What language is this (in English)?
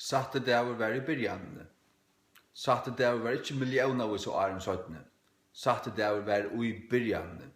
Faroese